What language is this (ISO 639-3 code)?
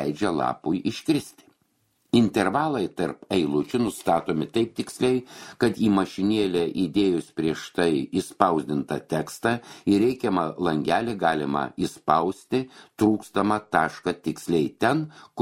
lit